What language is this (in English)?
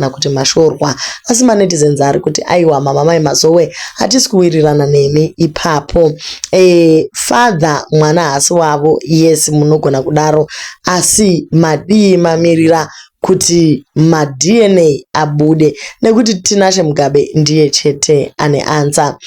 Shona